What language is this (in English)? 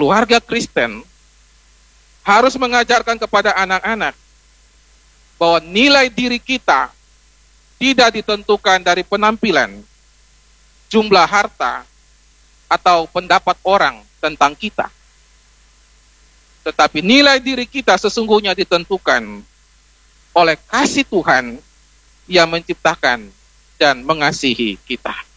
Indonesian